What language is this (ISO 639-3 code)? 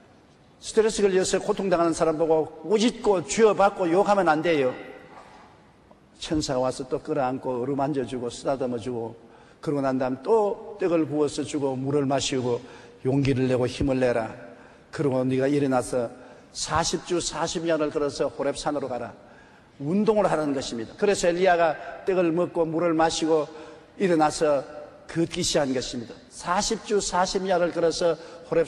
kor